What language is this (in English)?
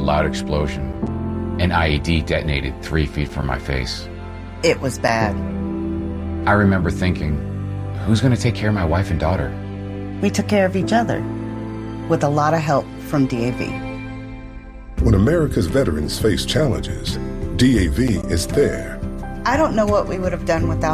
English